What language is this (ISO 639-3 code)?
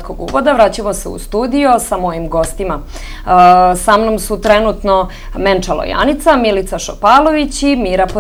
srp